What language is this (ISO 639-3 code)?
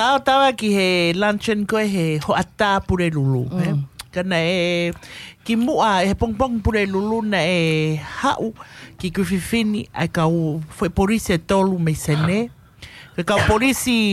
ton